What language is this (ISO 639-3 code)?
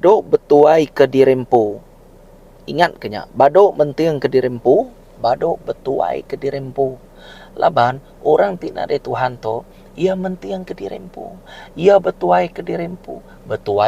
iba